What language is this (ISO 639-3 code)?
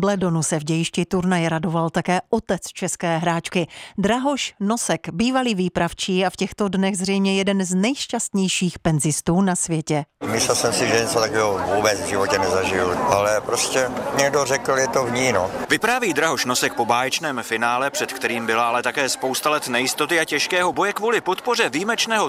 ces